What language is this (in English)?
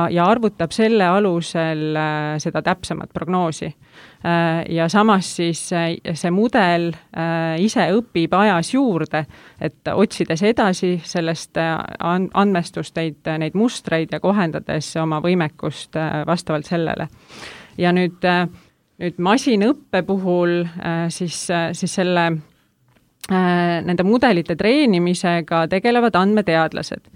Estonian